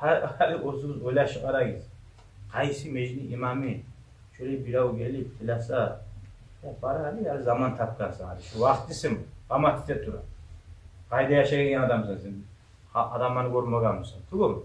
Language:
Kumyk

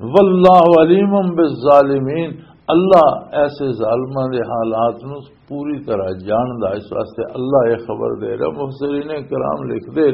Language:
Western Panjabi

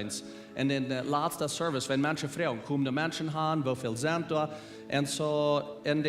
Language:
Plautdietsch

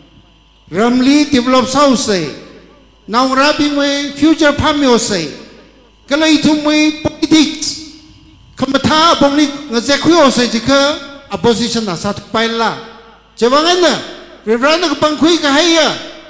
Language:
Tangkhul Naga (India)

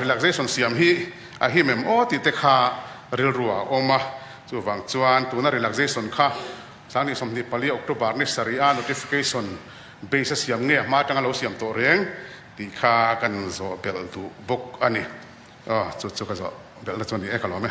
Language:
Mizo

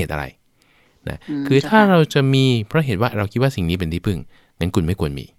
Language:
Thai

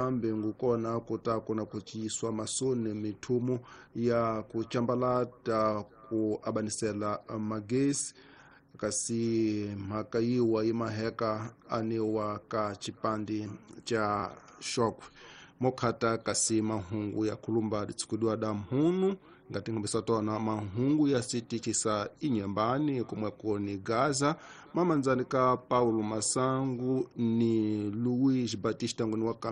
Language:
Tsonga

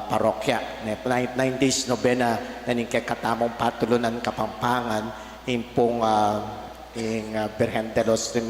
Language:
Pampanga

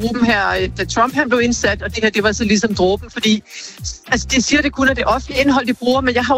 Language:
Danish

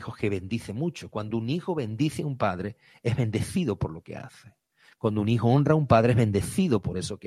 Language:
Spanish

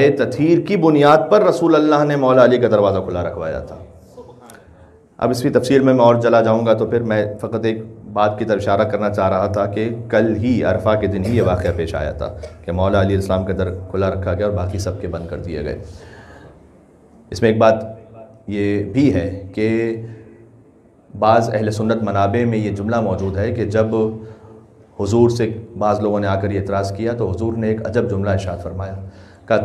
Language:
Urdu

